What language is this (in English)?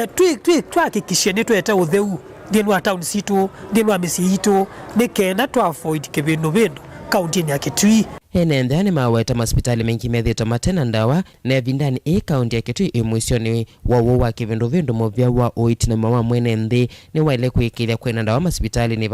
Kamba